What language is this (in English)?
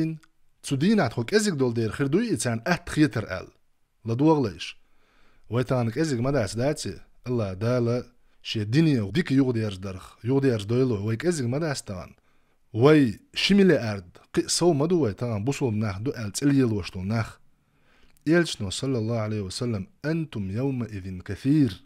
Chechen